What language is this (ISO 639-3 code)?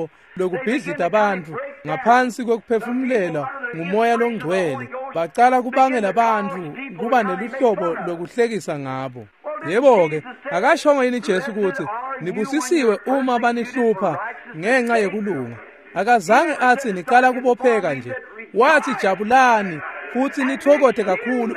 ssw